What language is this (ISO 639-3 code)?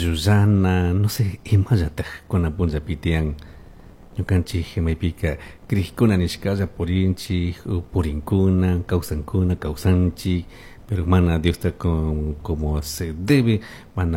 qug